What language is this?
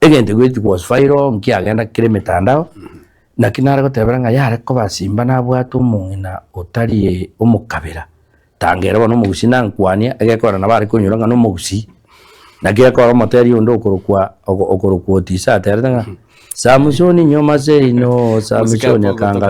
Gusii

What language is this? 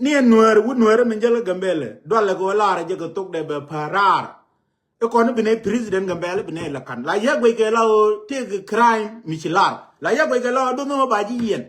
Nuer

